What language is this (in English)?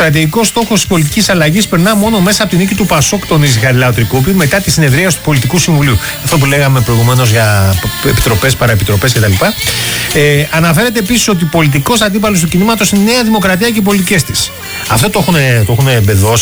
Greek